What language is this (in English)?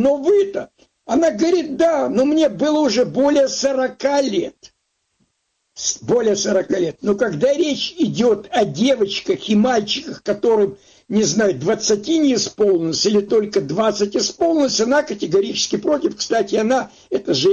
Russian